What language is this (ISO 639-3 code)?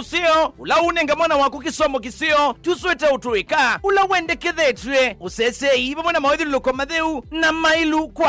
kam